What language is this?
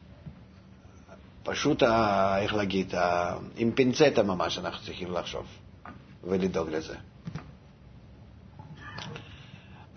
Hebrew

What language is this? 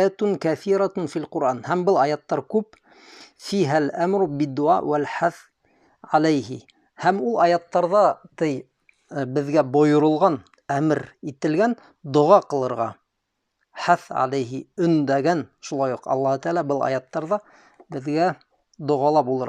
Bashkir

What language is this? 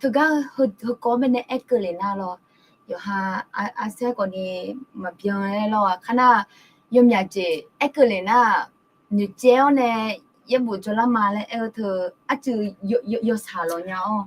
Akha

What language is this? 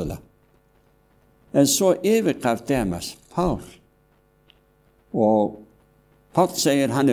Icelandic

